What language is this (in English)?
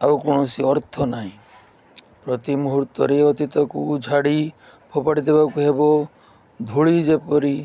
Odia